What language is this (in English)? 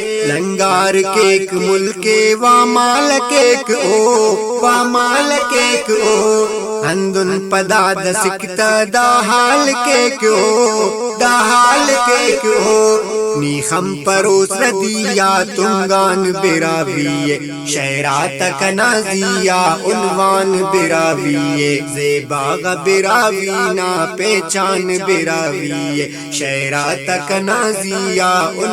Brahui